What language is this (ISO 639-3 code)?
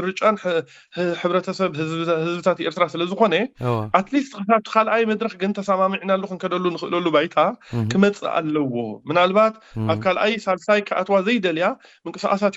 tir